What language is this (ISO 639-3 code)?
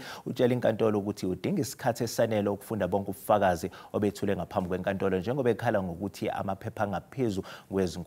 zul